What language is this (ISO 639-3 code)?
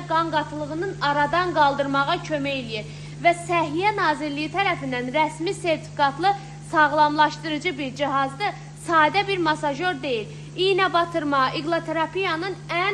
aze